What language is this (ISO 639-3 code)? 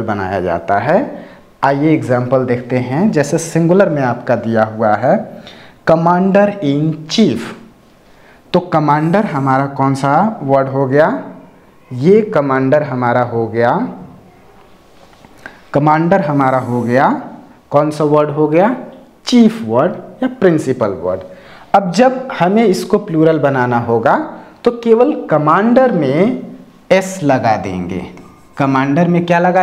hin